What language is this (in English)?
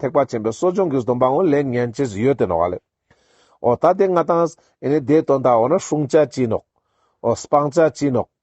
Ladakhi